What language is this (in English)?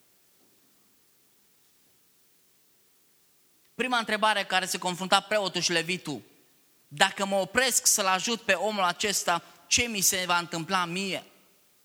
Romanian